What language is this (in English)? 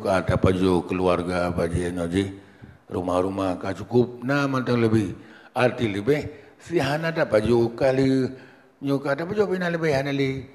Achinese